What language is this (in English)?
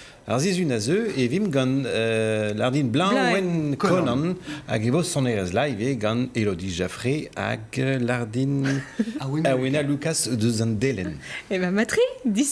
Breton